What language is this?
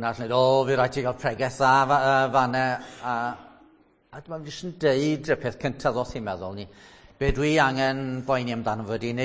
Welsh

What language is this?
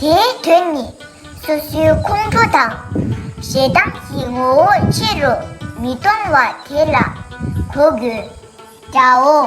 Tibetan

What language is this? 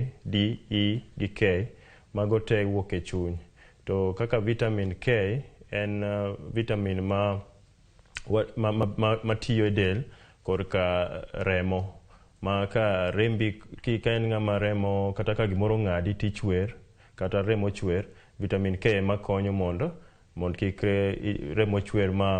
Luo (Kenya and Tanzania)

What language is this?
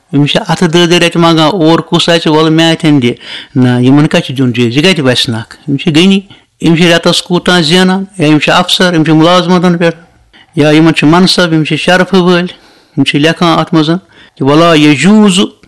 Kashmiri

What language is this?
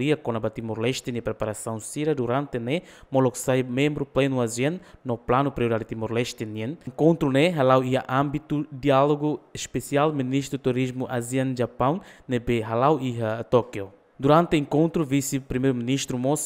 Tetum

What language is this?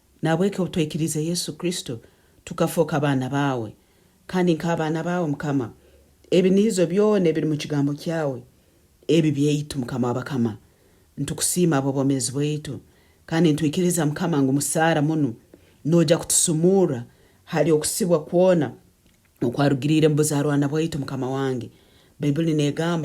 Nyoro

